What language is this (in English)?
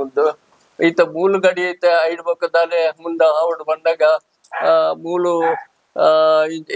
Tulu